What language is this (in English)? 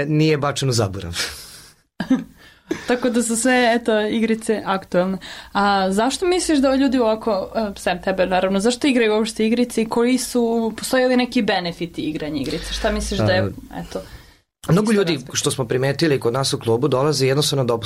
Serbian